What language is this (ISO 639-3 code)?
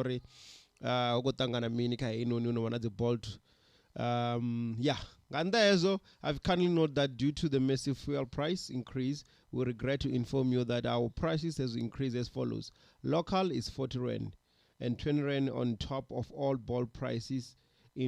ven